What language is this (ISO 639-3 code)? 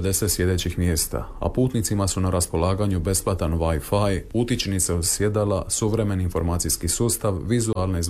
hrv